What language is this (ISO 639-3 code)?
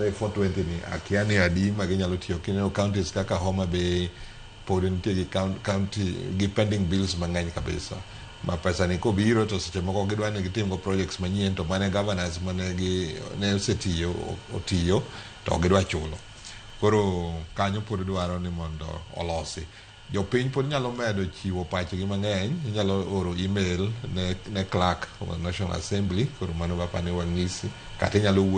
luo